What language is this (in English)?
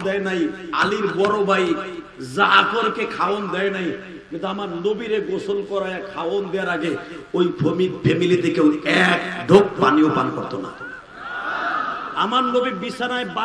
Bangla